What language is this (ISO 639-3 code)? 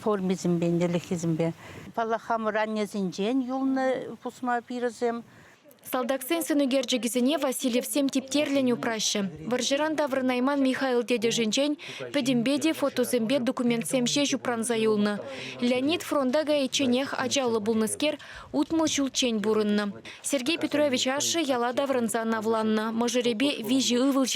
chv